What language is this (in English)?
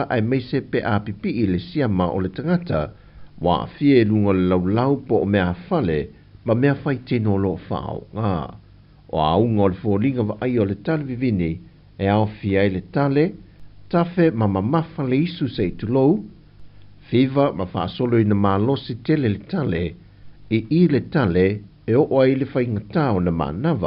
Samoan